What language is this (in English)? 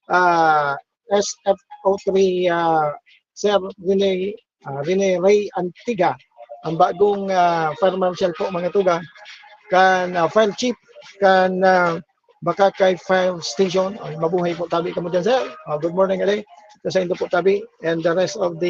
Bikol